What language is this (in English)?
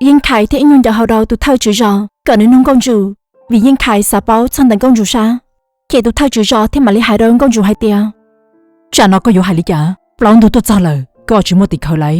Hmong